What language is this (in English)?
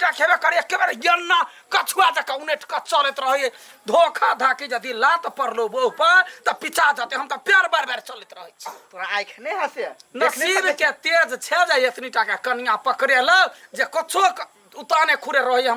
Maithili